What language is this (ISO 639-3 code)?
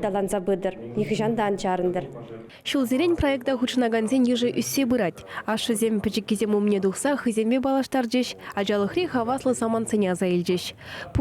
chv